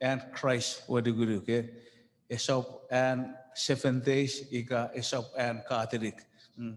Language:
Chuukese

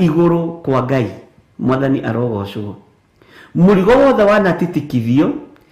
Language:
Kikuyu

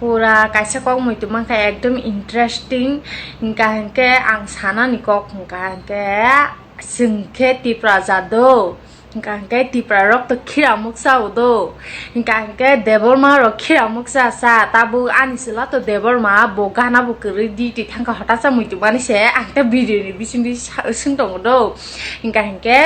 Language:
Kok Borok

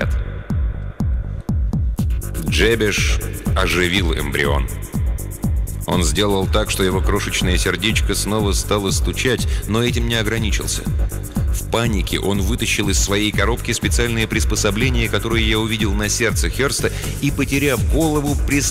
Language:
Russian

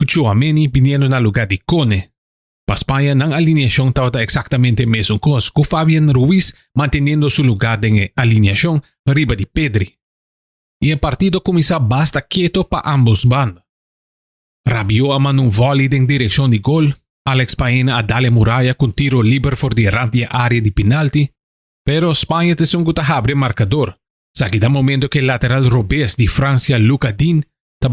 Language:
Papiamento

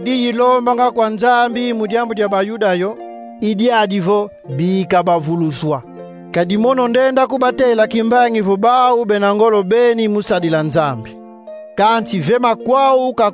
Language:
Kongo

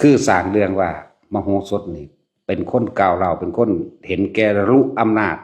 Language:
Lao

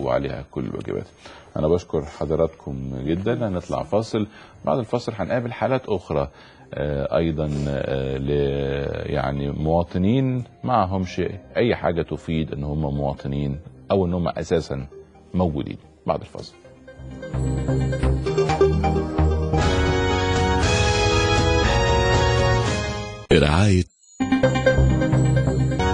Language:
Egyptian Arabic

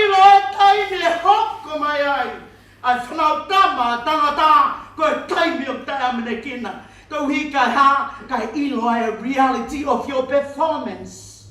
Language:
Tongan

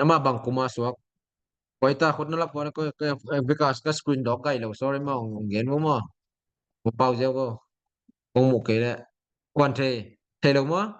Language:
Tedim Chin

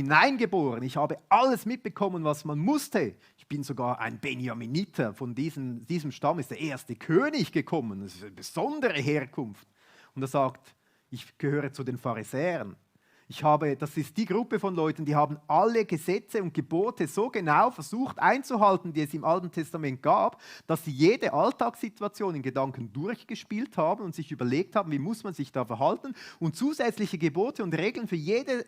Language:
Swiss German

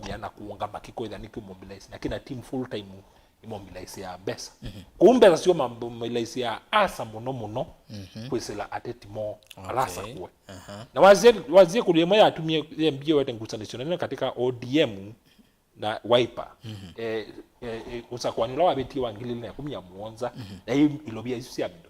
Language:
Kamba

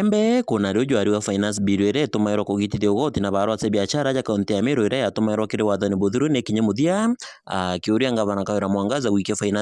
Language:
Meru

